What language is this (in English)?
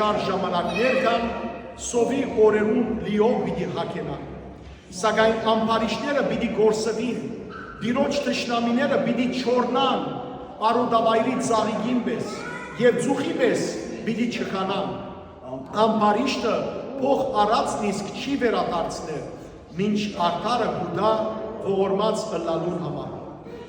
Western Armenian